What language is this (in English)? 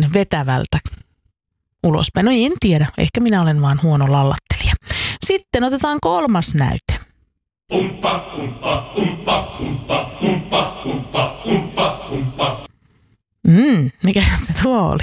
Finnish